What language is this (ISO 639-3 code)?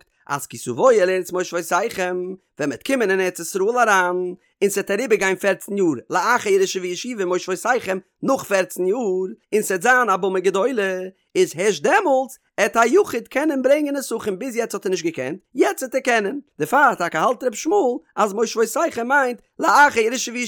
yid